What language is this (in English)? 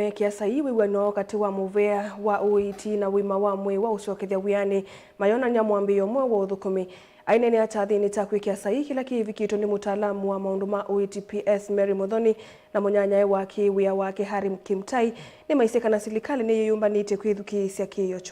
Kamba